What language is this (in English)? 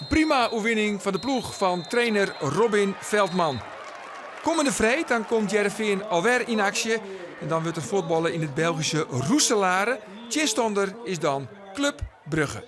Western Frisian